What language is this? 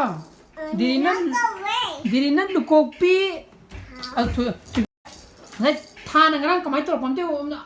Manipuri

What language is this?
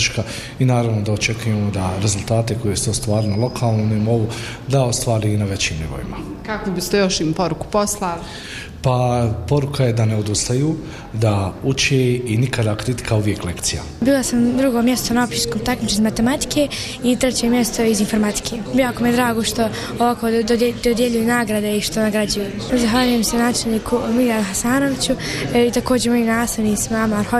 Bosnian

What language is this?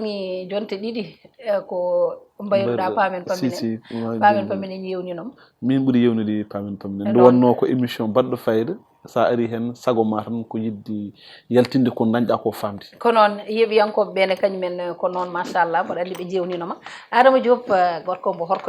Fula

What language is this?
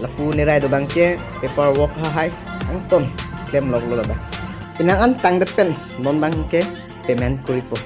Karbi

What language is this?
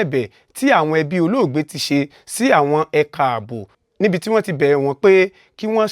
Yoruba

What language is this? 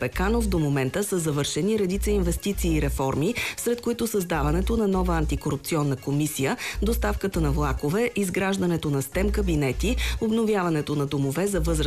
Bulgarian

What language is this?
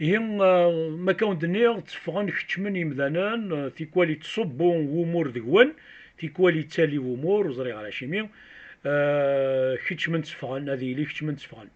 Kabyle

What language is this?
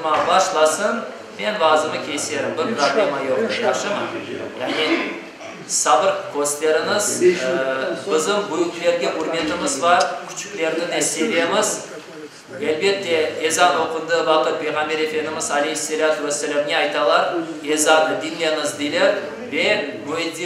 Crimean Tatar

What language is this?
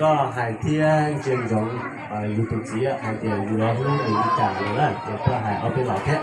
Hmong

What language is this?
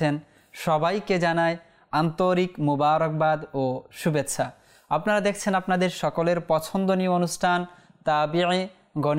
Bangla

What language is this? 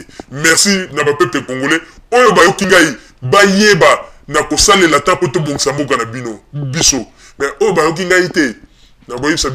Lingala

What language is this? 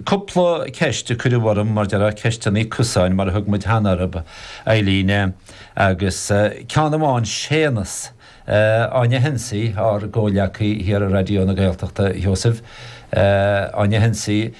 Irish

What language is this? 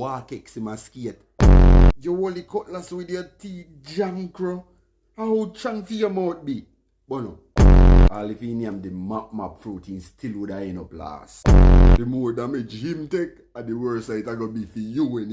Jamaican Creole English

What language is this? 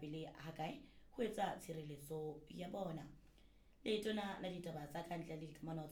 Southern Sotho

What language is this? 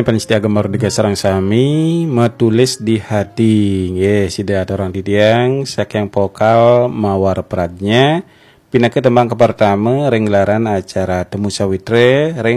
Balinese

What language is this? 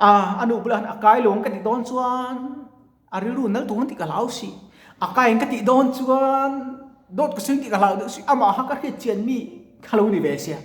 Mizo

